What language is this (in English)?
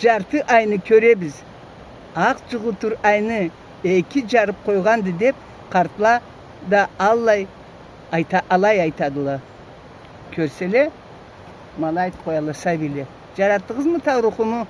Karachay-Balkar